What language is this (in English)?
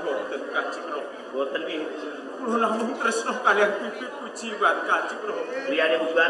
Javanese